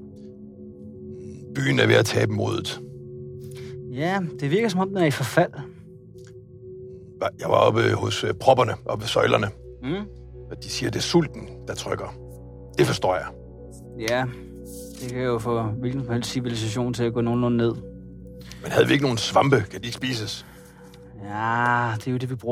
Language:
Danish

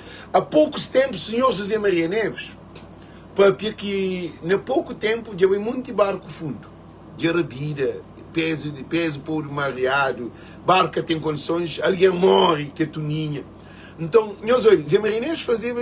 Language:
Kabuverdianu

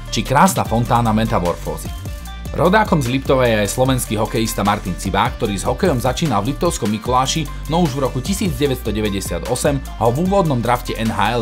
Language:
Slovak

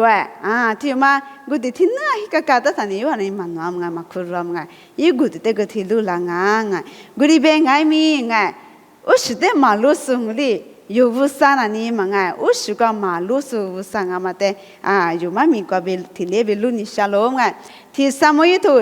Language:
Lisu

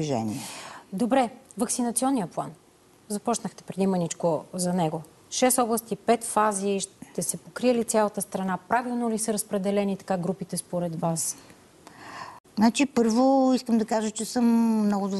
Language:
Bulgarian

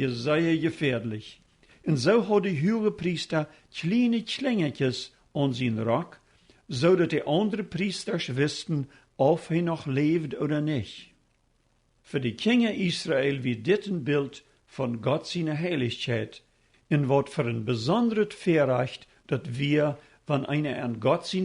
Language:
Plautdietsch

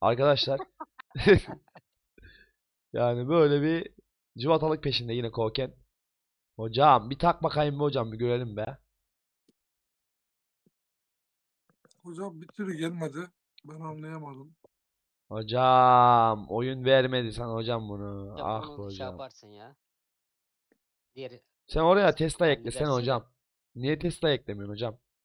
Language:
Turkish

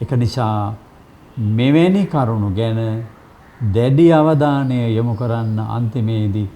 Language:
Sinhala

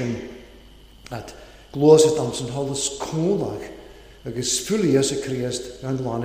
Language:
Welsh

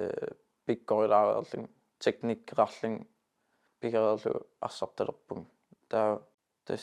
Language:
Kalaallisut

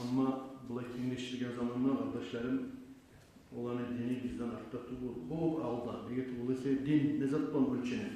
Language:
Kumyk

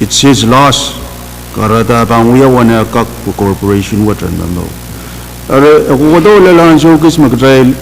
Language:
Pohnpeian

